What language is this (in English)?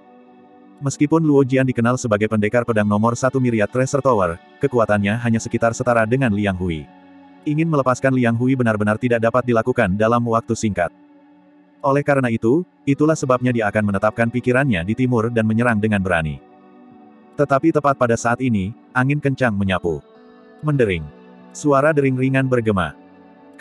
Indonesian